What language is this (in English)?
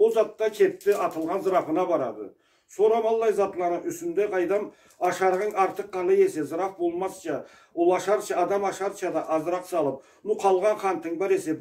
Karachay-Balkar